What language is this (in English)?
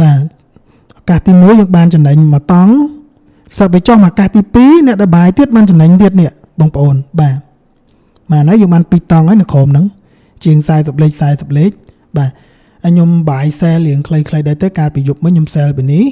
Khmer